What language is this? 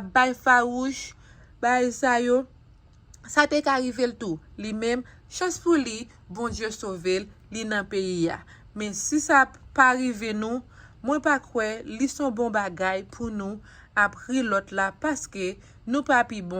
Haitian Creole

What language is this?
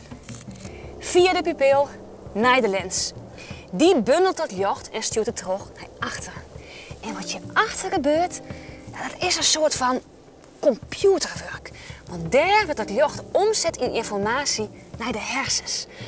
Western Frisian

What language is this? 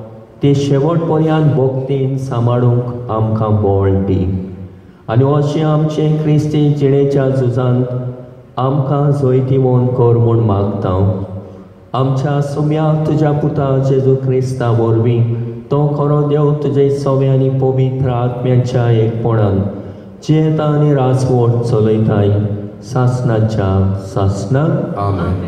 Konkani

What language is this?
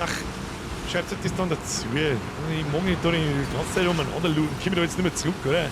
Bavarian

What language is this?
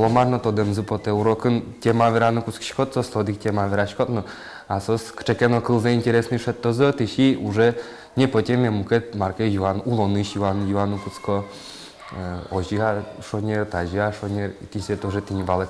Udmurt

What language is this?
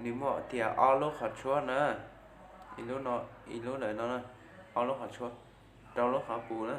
Hmong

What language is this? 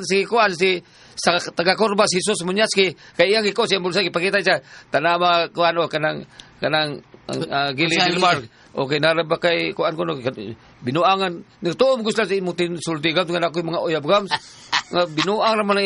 Cebuano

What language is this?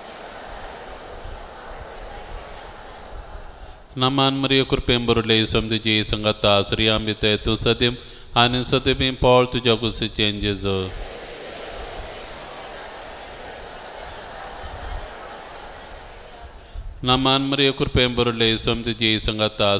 Konkani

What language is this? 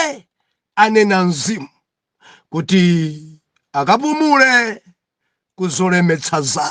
Nyanja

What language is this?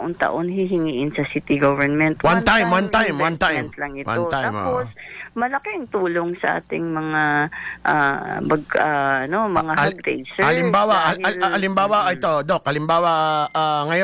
Filipino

